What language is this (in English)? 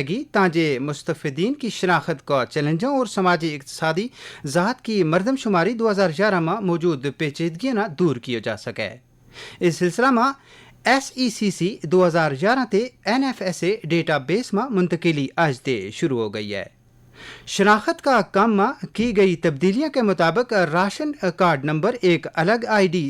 Gujari